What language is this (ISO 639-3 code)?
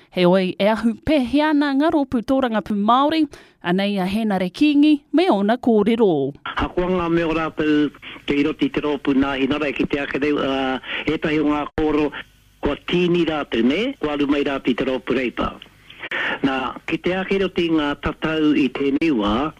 mri